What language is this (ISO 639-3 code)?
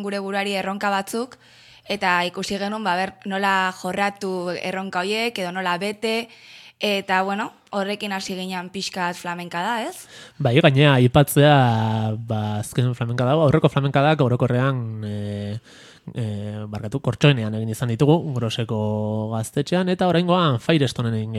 eus